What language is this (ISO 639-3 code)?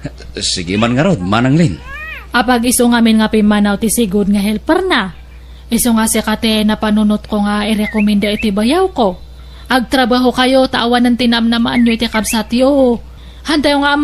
ilo